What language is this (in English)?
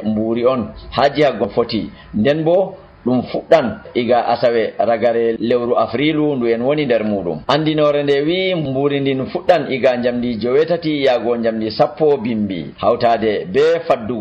Nigerian Fulfulde